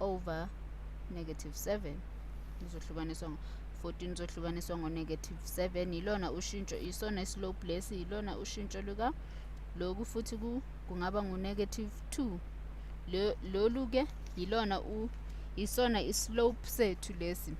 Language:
Zulu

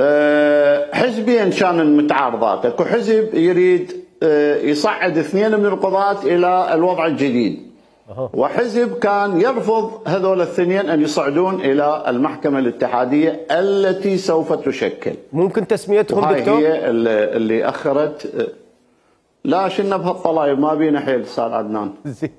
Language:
Mesopotamian Arabic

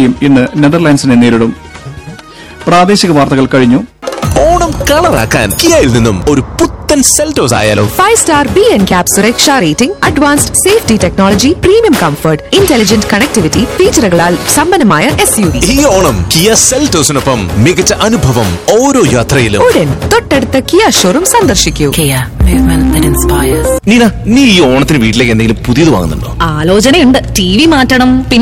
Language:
Malayalam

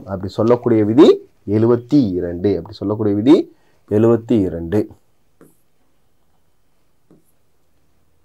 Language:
Tamil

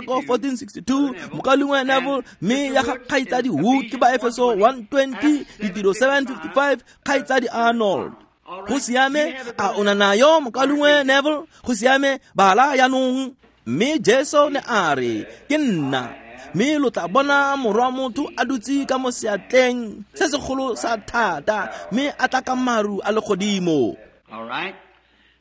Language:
Tswana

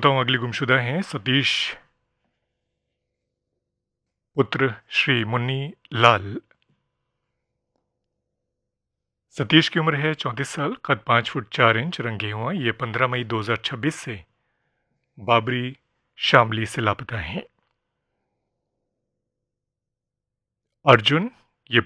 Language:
Hindi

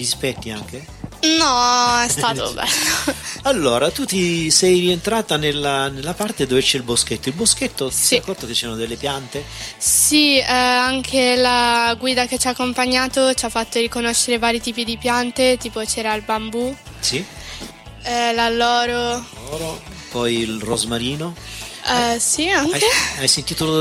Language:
Italian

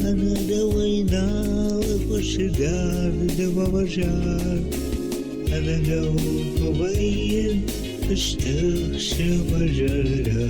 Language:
Ossetic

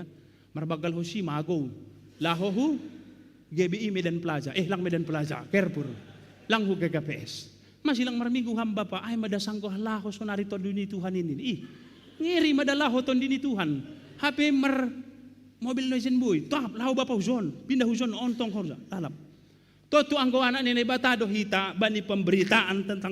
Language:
Batak Simalungun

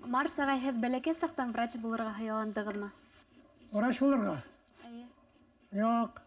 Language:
Bashkir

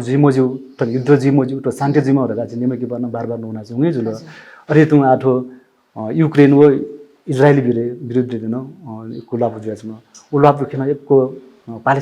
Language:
Newari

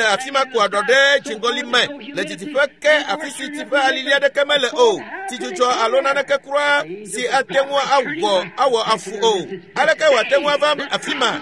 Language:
Ewe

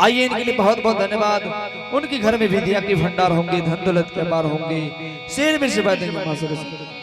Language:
Angika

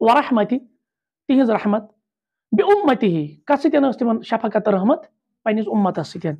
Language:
Kashmiri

